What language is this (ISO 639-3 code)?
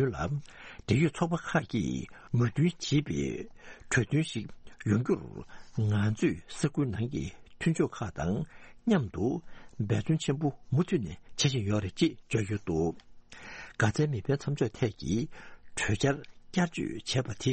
bod